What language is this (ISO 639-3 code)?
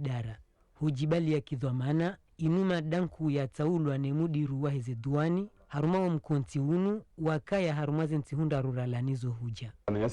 zdj